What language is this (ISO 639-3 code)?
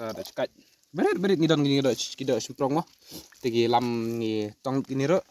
kha